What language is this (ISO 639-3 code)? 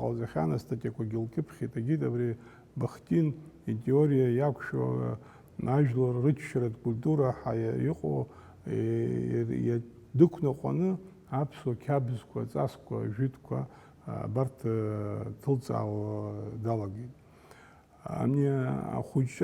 abk